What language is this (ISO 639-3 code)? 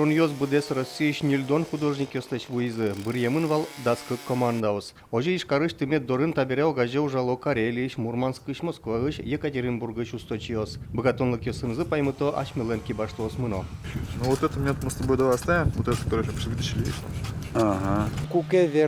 udm